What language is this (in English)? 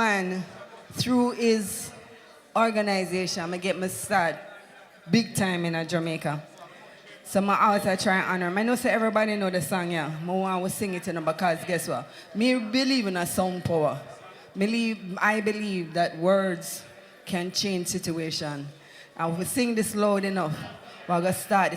Jamaican Creole English